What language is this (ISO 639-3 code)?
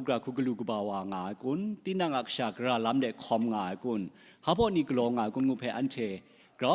kac